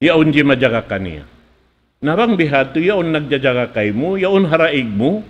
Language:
Tausug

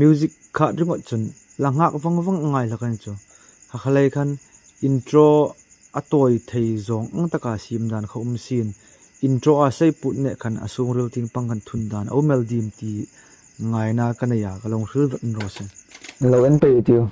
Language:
Hmar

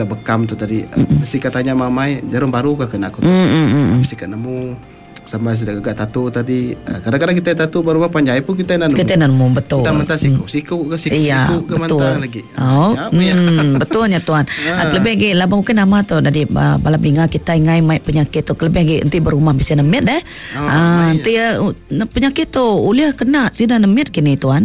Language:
Iban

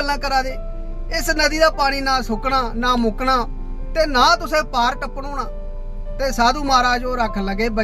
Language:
Dogri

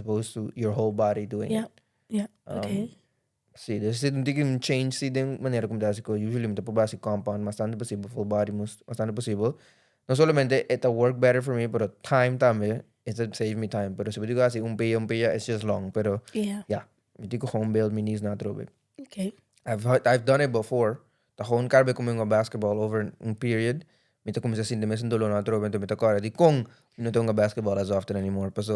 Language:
Papiamento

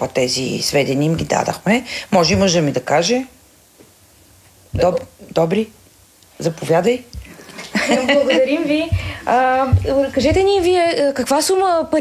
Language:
Bulgarian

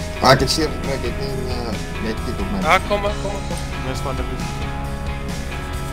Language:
Afrikaans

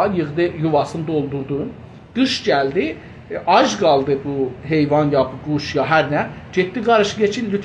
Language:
South Azerbaijani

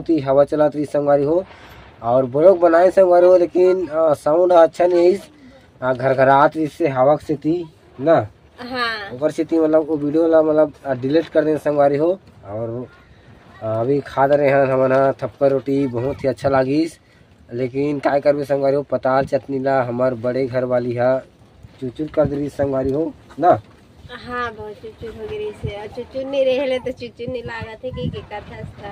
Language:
Chhattisgarhi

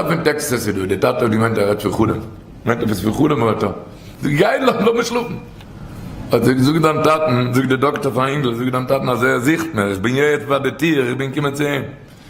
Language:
Yiddish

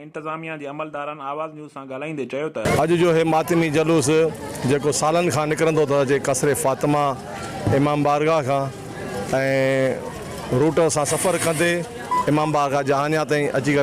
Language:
Sindhi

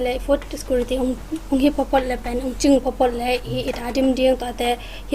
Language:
Tedim Chin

